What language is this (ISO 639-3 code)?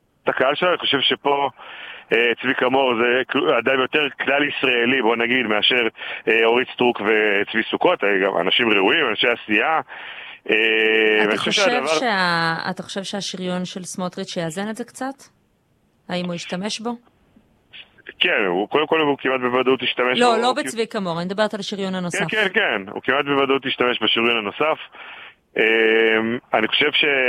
heb